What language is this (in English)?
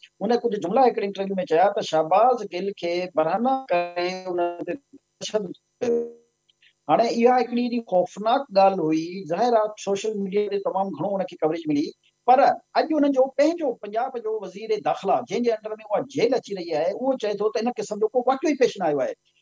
Sindhi